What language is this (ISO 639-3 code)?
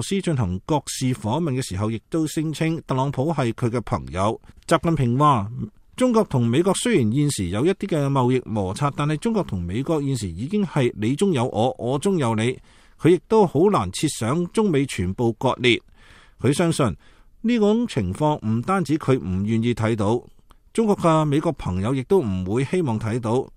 yue